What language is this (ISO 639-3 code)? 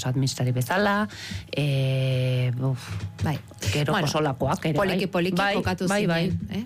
eus